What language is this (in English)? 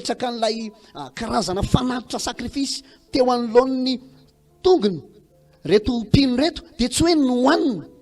Malagasy